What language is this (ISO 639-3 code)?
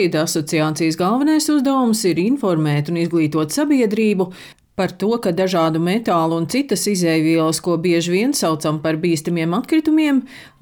lav